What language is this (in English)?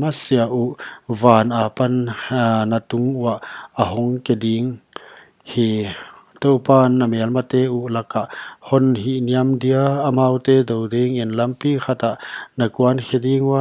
Paite Chin